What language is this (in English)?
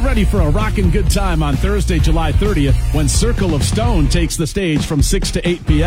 English